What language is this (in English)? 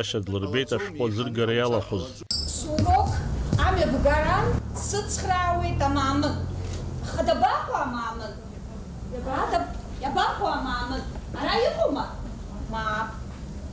Abkhazian